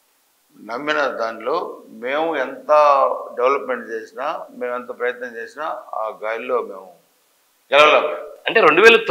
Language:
Telugu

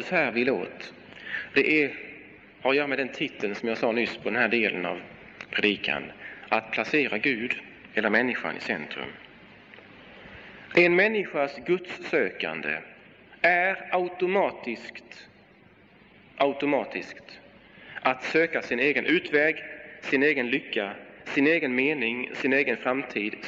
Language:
Swedish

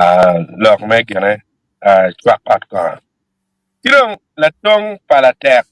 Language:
Acoli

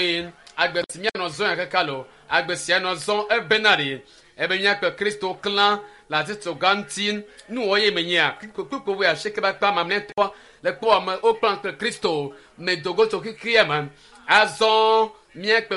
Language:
Ewe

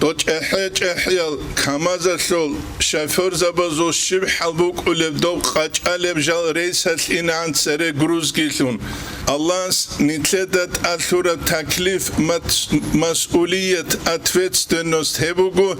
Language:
Avaric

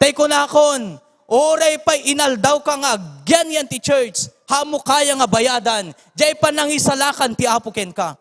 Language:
Iloko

